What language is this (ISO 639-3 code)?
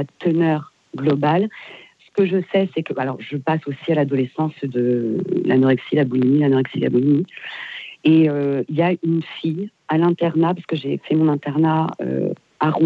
fra